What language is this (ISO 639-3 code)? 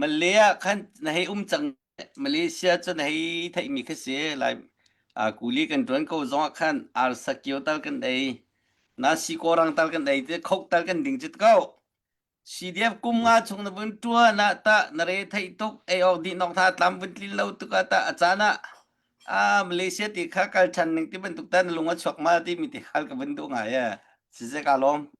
cnh